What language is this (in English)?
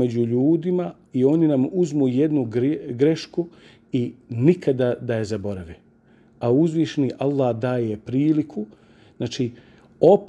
Bosnian